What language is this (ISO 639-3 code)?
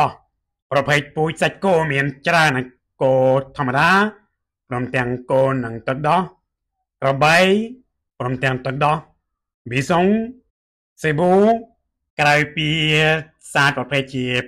khm